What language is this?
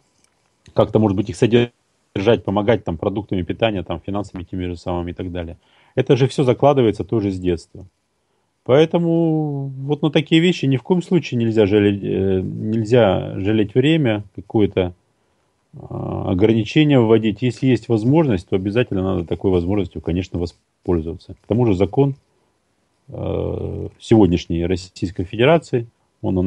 Russian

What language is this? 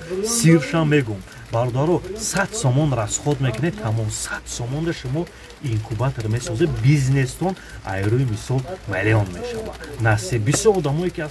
Tajik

